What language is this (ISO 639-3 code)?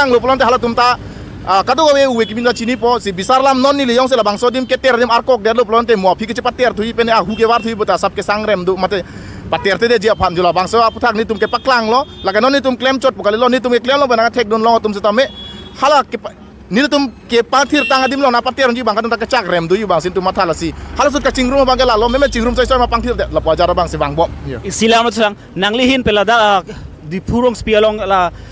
mjw